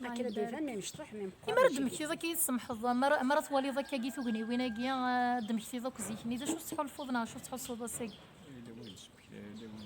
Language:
Kabyle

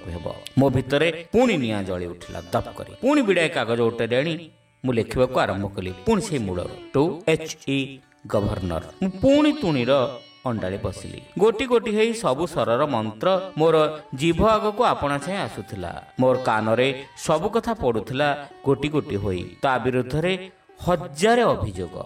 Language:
Odia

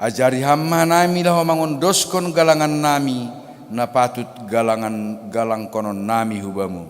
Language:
Batak Simalungun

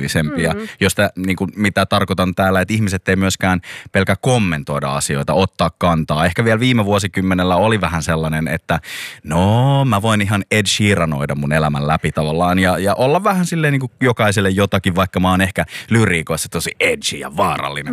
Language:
Finnish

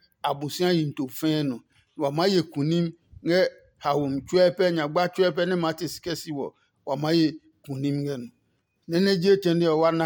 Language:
Adangme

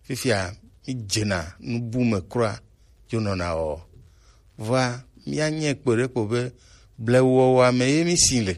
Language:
Gen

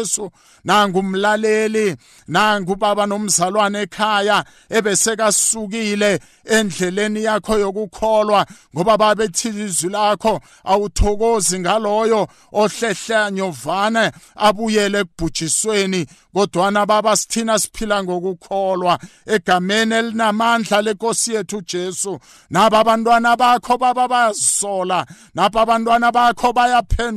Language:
South Ndebele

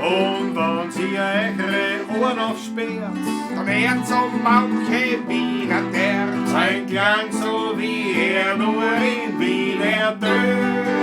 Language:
Bavarian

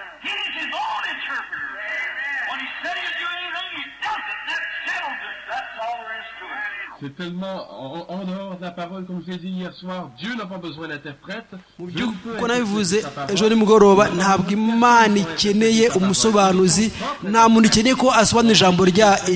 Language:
Kinyarwanda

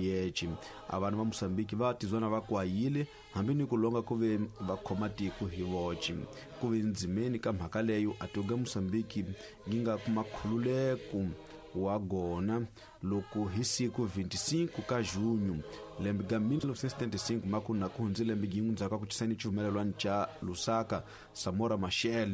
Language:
Tsonga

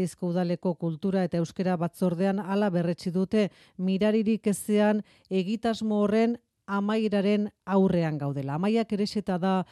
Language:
Basque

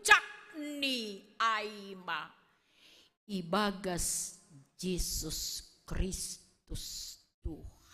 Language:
Batak Simalungun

